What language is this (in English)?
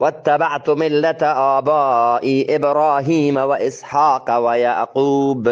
Eastern Balochi